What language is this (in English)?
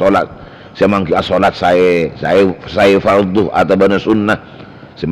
Madurese